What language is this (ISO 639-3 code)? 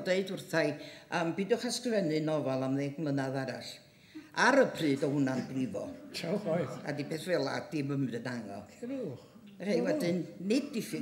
cym